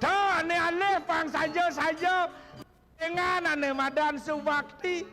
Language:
Balinese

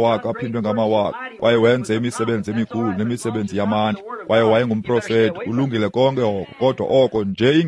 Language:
Xhosa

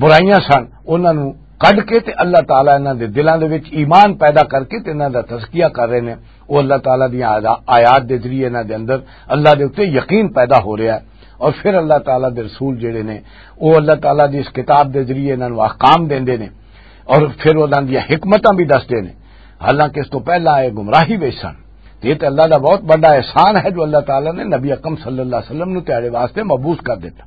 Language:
Western Panjabi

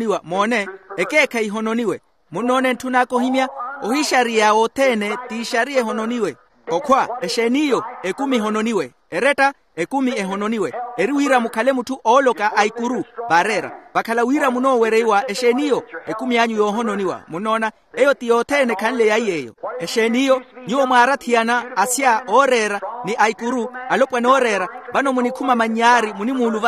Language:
Makhuwa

